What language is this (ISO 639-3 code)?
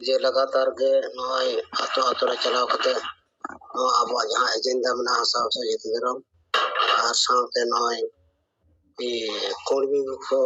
sat